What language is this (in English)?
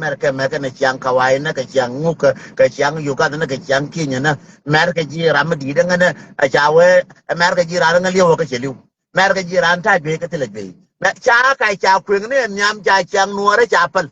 Nuer